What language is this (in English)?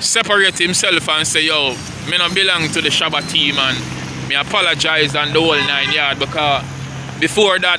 Jamaican Creole English